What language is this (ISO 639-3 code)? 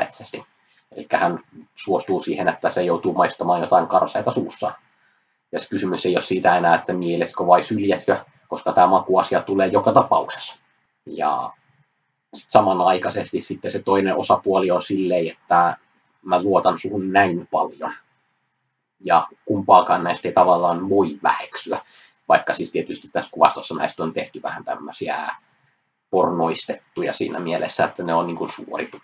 fin